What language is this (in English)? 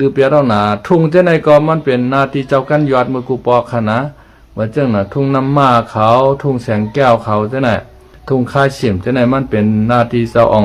Shan